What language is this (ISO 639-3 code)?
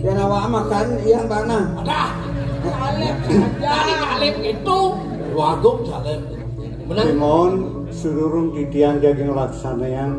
ban